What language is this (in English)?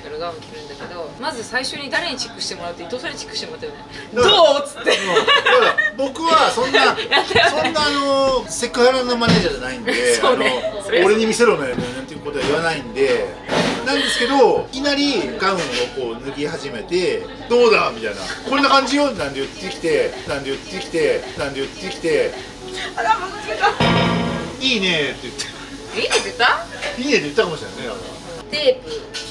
Japanese